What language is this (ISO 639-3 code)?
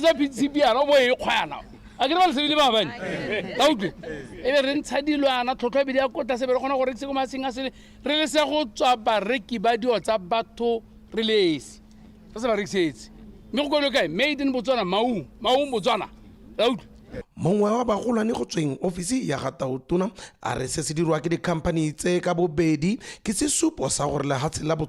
tsn